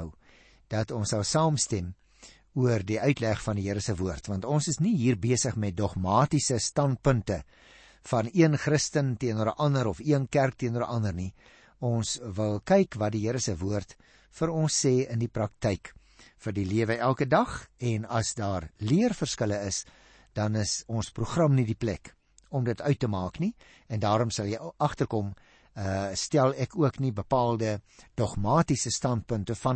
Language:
Afrikaans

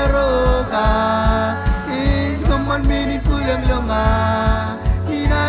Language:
Marshallese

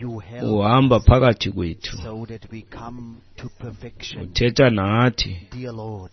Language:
Xhosa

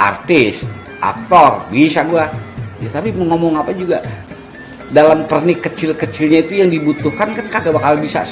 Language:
Betawi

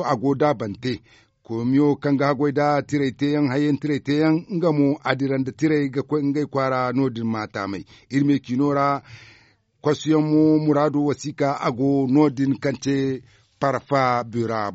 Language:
Zarma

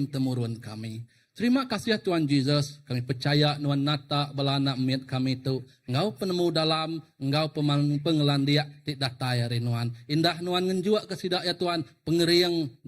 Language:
Iban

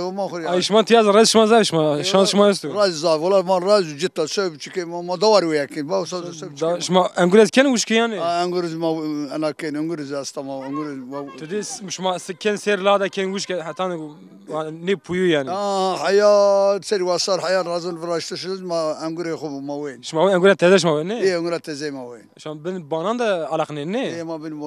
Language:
Zaza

